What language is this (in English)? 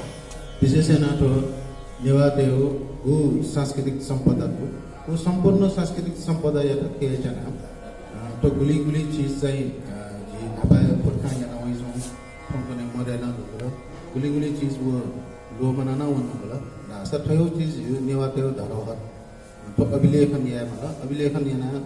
Newari